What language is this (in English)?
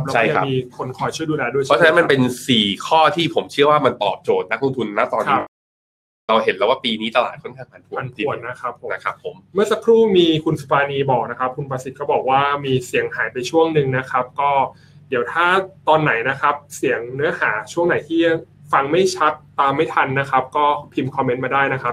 Thai